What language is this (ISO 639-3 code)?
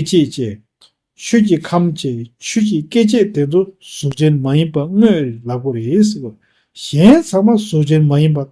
bod